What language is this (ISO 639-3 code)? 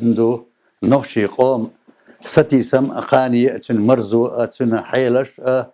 che